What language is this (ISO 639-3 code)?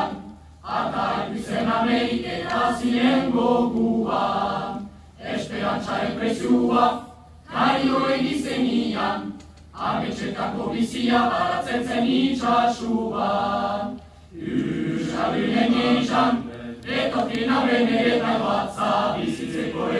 eus